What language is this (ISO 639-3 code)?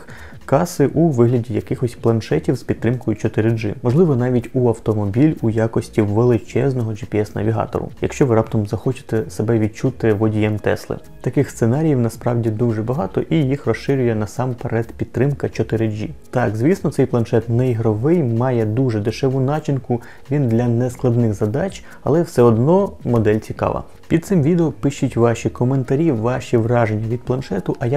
ukr